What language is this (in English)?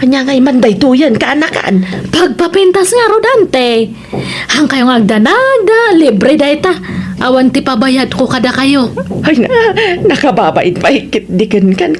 Iloko